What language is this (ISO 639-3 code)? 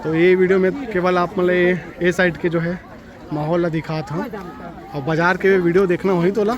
hne